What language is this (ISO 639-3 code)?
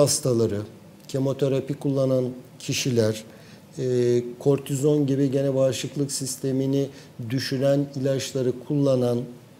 tur